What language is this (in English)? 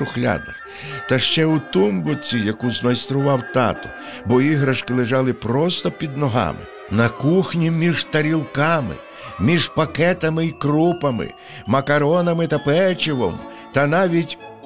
Ukrainian